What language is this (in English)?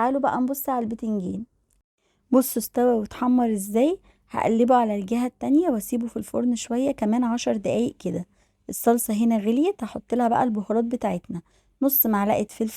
Egyptian Arabic